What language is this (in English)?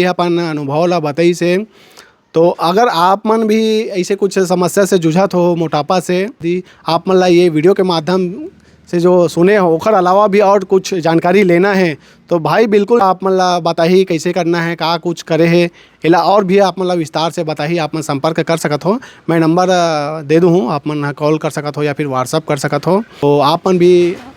Chhattisgarhi